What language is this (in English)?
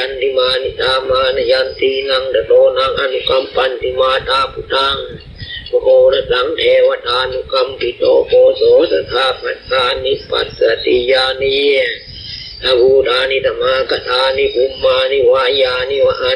Pali